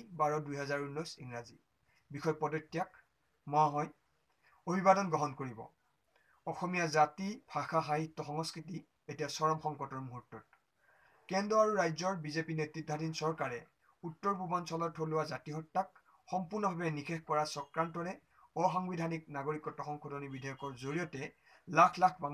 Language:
Assamese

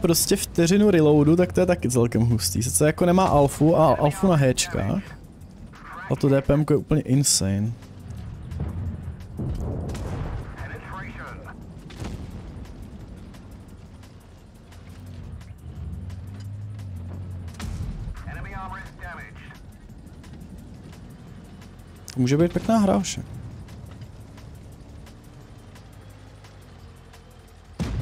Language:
Czech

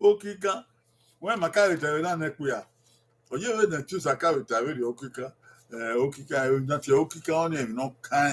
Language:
Bini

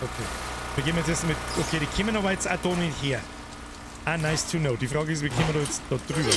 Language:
Bavarian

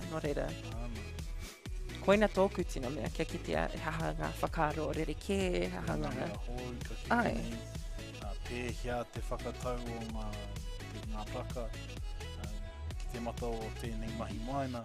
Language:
Māori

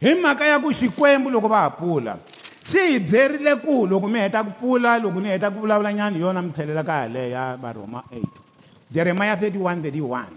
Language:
Tsonga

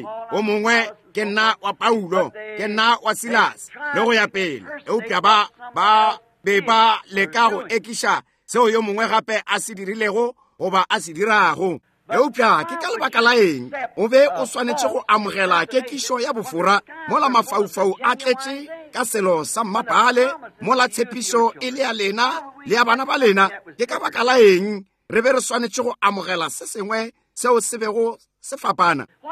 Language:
Northern Sotho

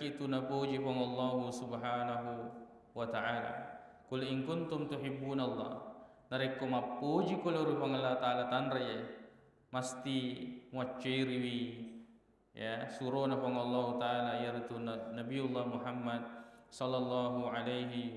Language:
Buginese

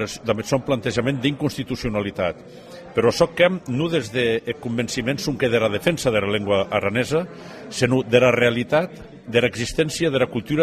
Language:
Occitan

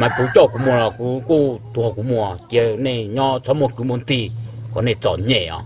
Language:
Hmong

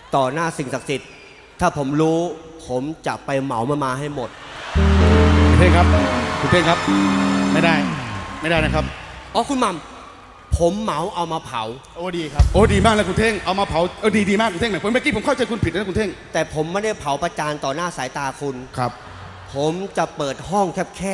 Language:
Thai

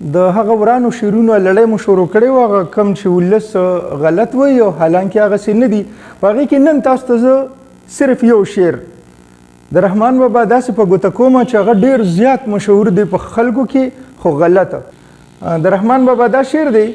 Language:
Pashto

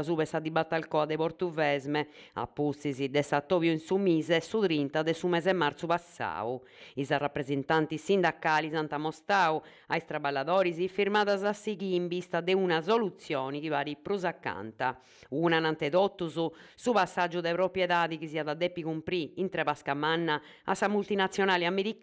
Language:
Sardinian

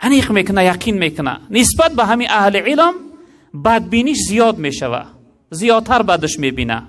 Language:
Tajik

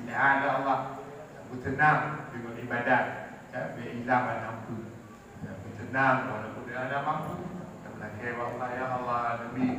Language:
Achinese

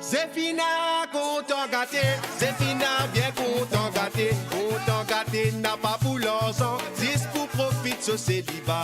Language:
Morisyen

